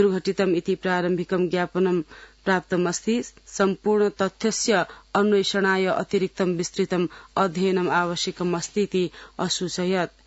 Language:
Sanskrit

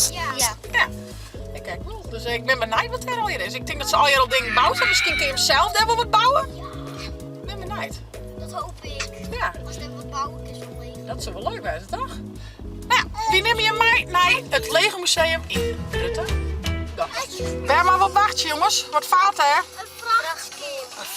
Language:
Western Frisian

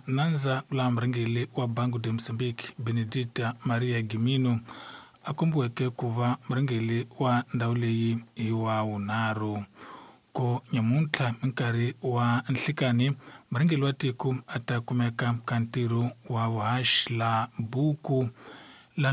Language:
Tsonga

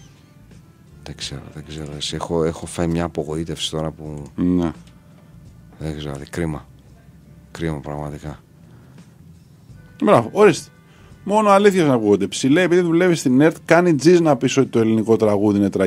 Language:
Greek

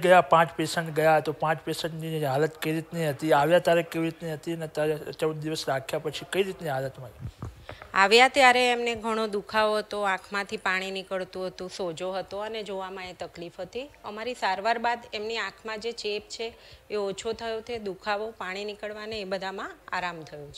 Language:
Gujarati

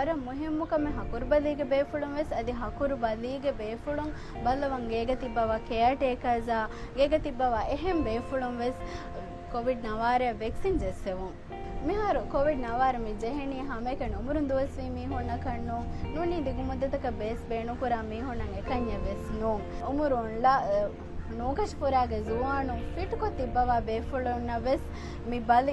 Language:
Divehi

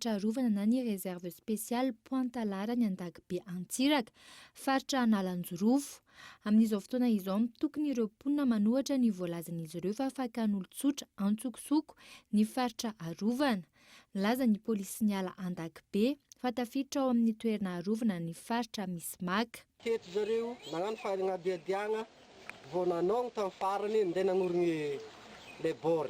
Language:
Malagasy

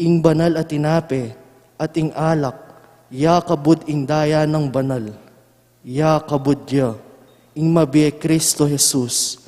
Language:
Pampanga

